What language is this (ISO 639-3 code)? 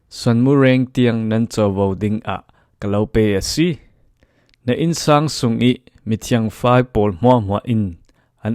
cfm